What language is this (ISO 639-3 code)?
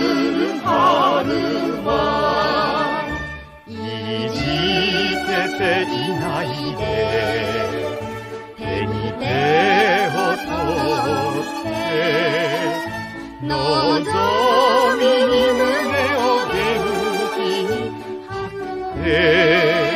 jpn